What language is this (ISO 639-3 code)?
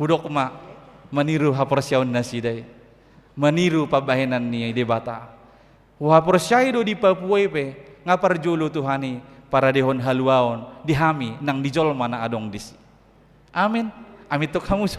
bbc